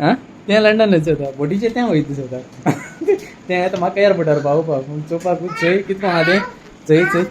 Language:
Konkani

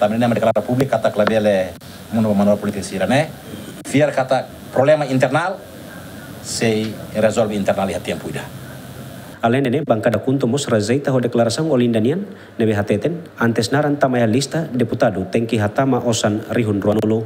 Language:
Tetum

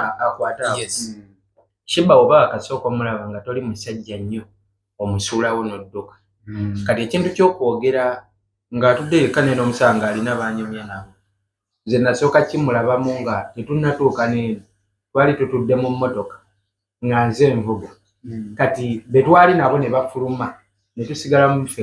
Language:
Ganda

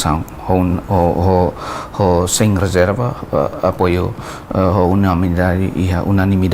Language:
Tetum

